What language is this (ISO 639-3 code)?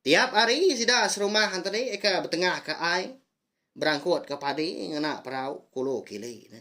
iba